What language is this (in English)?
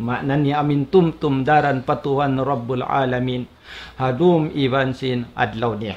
Tausug